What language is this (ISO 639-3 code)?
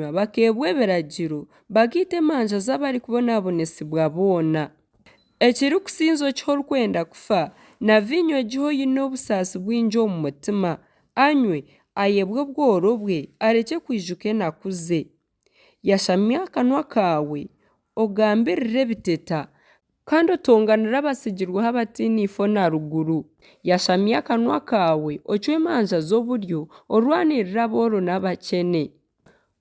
nyn